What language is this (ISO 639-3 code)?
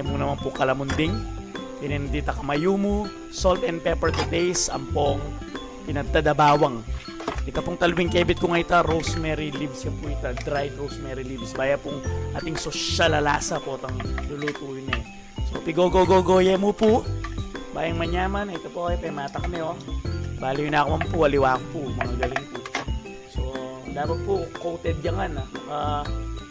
pam